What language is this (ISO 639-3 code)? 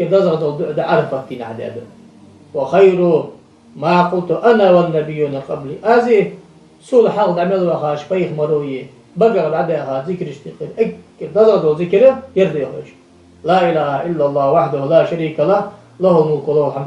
inh